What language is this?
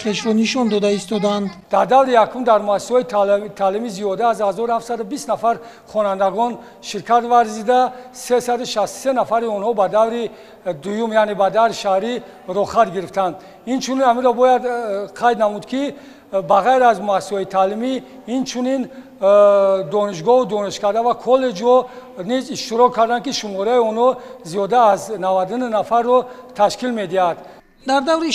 Tajik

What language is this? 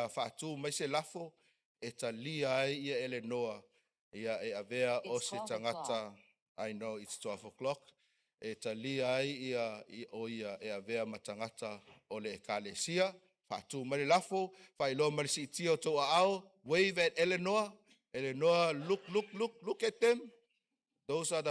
Samoan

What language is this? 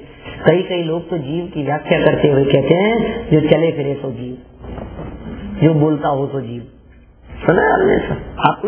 Hindi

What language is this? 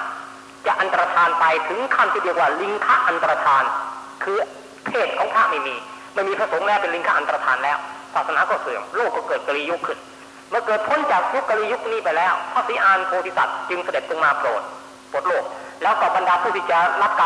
Thai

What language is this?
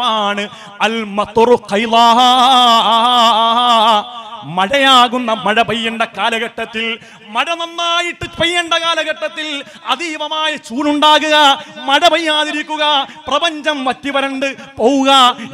Malayalam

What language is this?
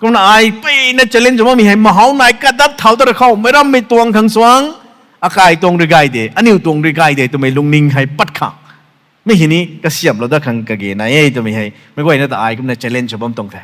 Rongmei Naga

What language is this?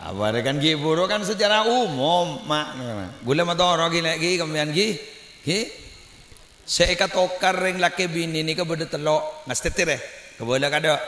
Madurese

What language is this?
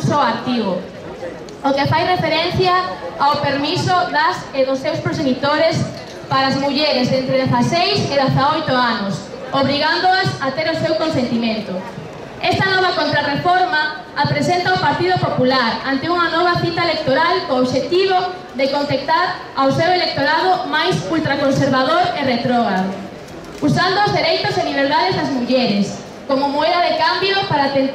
Galician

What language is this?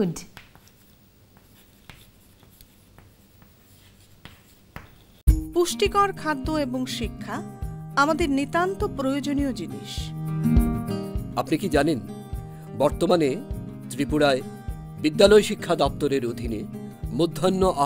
Bangla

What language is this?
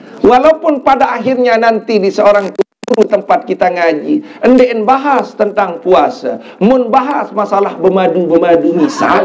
Sasak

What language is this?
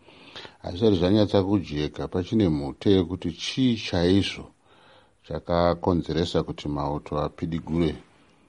Shona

